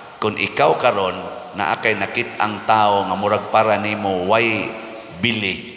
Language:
Cebuano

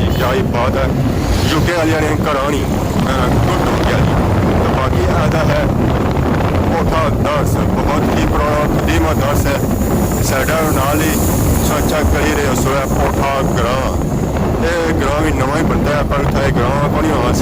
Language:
Pahari-Potwari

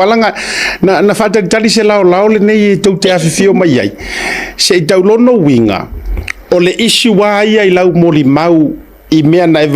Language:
Samoan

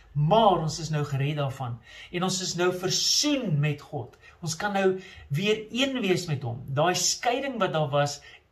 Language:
Afrikaans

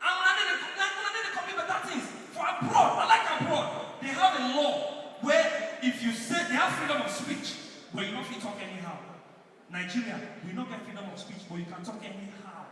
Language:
Nigerian Pidgin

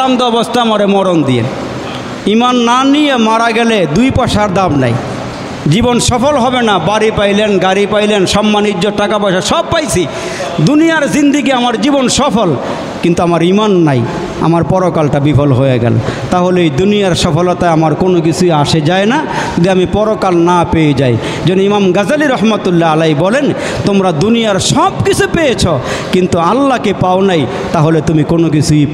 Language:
Bangla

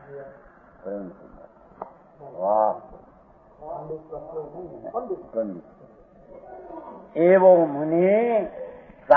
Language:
Gujarati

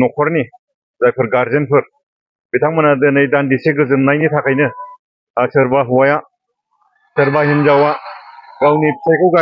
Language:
Bodo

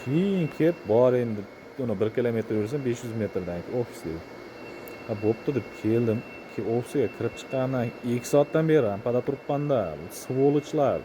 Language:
Uzbek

